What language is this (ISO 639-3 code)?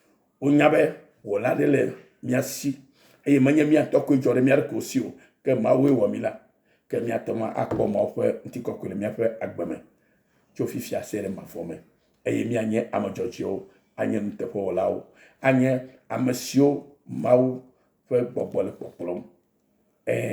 ewe